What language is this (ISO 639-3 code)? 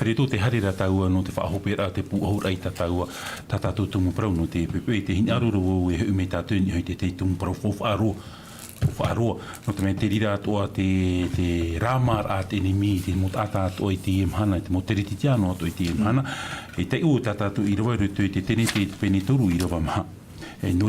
tah